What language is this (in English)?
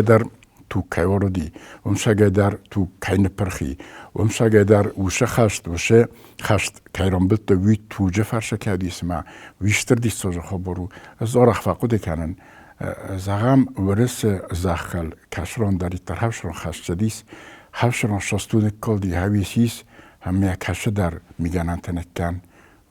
Ossetic